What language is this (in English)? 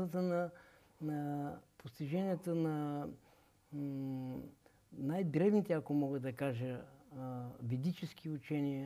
Bulgarian